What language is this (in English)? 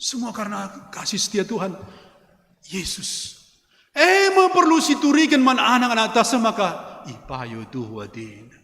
Batak Karo